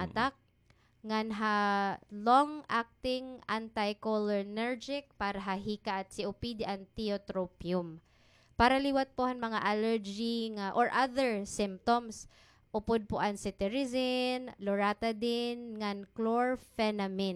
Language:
Waray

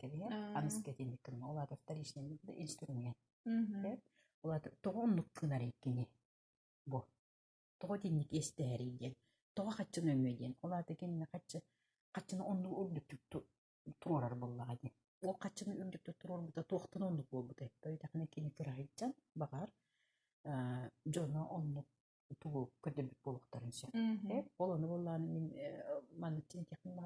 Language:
Yakut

